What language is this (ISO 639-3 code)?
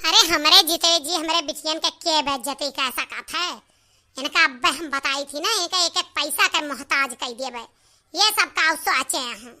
awa